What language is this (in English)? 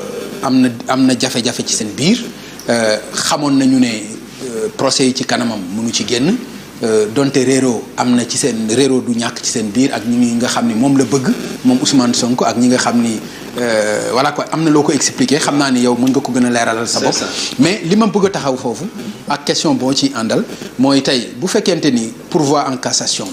Wolof